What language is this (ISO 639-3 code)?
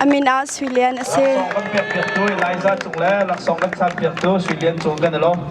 cnh